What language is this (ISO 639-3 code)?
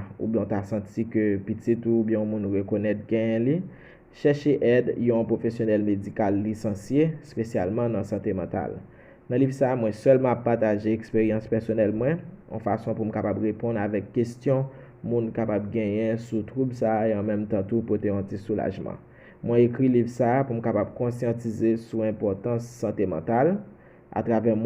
hat